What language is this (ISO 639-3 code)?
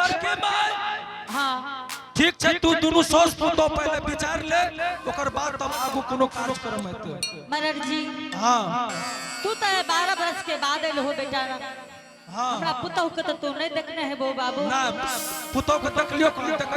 anp